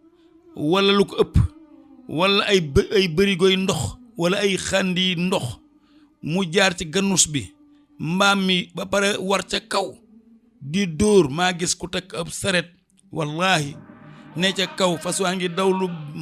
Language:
Wolof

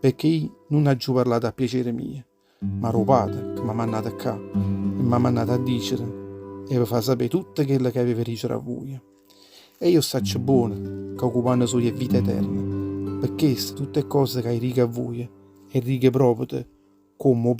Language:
Neapolitan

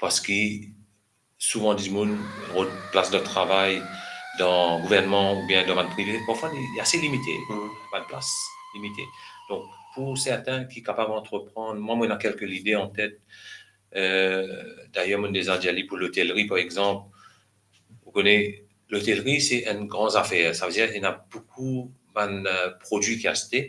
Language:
Morisyen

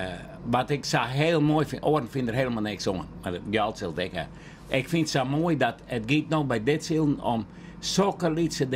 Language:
Western Frisian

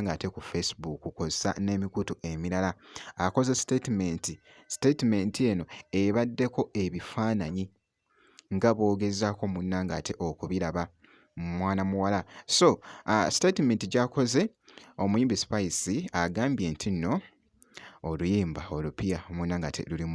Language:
Ganda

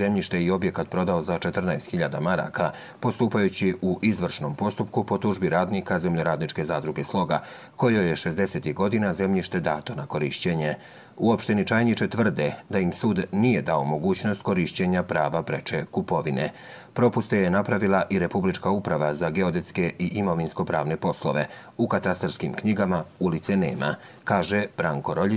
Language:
Croatian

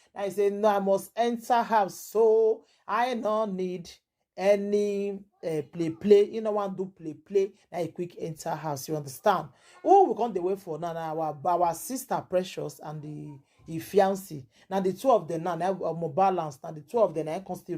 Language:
Nigerian Pidgin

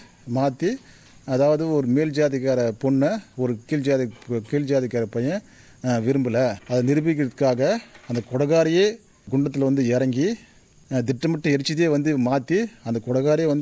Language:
Tamil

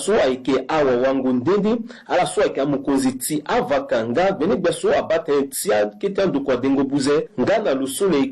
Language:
Sango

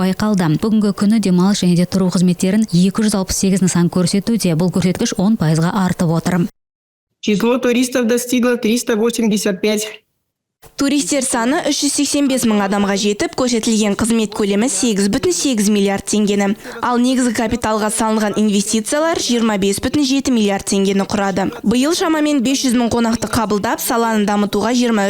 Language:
Kazakh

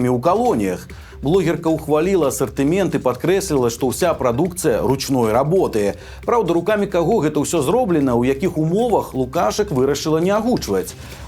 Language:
Belarusian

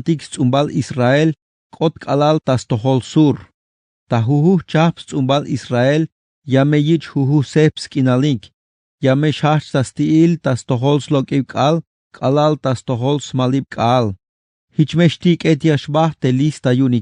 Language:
Tzeltal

